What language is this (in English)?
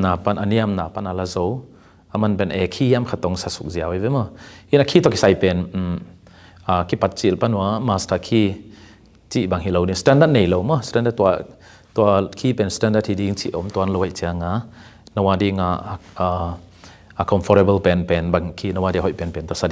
Tedim Chin